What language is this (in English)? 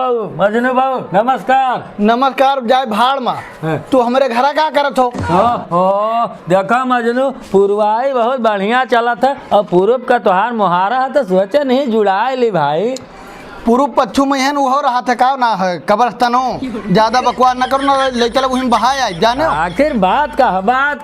Awadhi